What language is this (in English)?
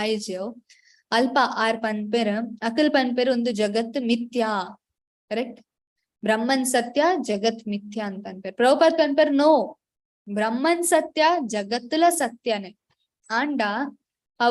Tulu